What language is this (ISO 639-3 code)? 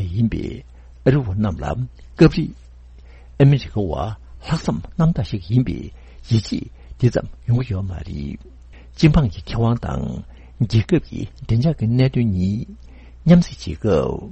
bod